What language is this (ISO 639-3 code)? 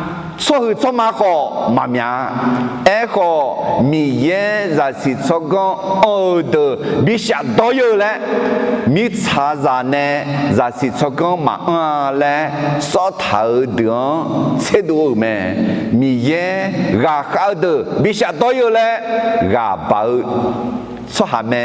ahk